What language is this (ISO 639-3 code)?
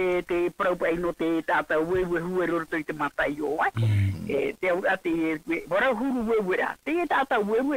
tah